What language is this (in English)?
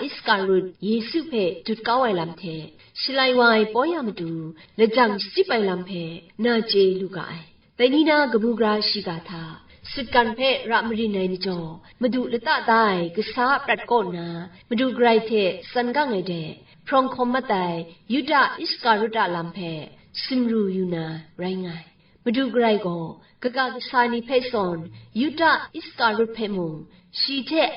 Kachin